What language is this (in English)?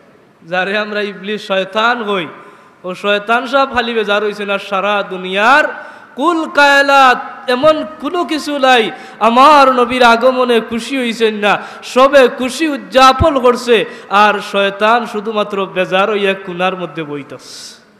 Sylheti